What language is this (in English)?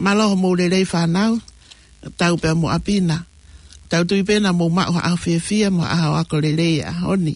Tongan